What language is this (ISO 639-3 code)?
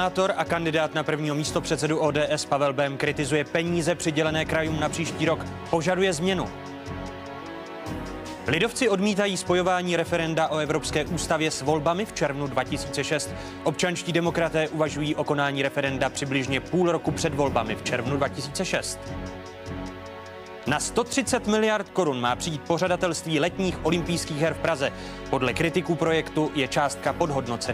ces